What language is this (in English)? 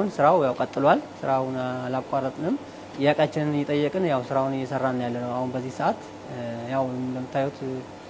Amharic